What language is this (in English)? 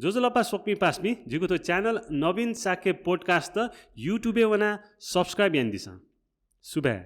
Newari